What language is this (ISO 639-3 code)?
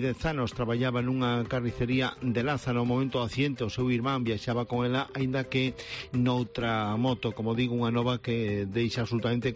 glg